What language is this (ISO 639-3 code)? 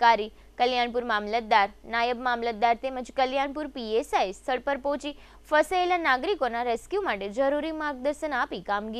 guj